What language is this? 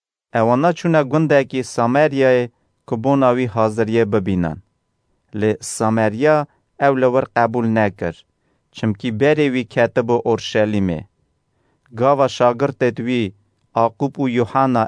Kurdish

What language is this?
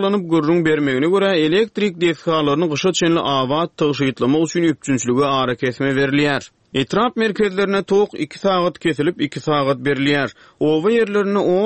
Turkmen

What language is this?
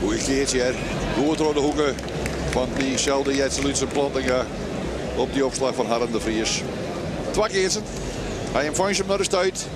Western Frisian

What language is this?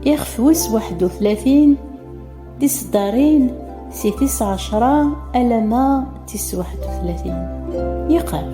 Kabyle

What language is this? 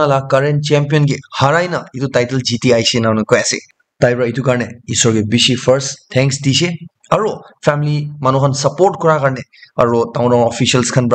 Naga Pidgin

